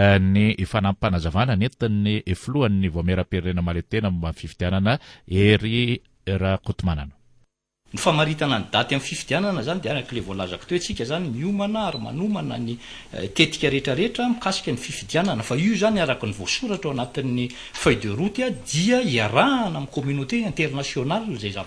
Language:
Malagasy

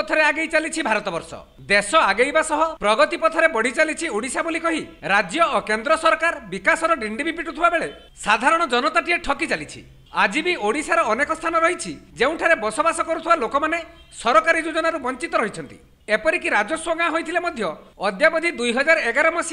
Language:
Odia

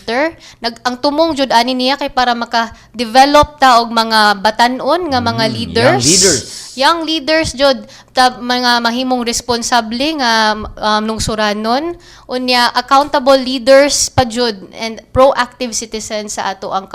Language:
Cebuano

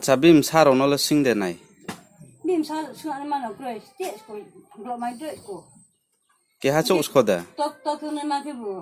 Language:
Riang (India)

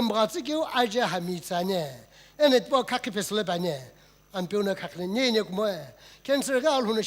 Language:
Sumi Naga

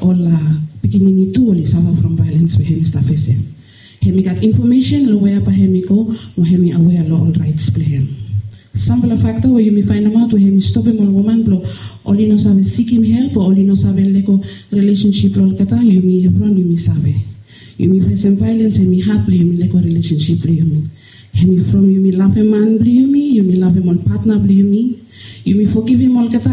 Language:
Bislama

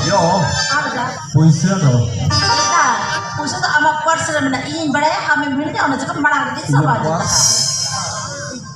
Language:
Santali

